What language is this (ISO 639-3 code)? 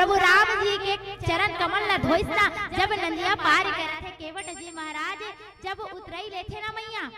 hne